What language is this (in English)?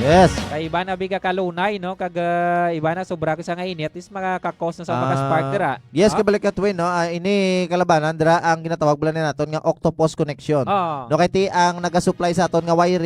Hiligaynon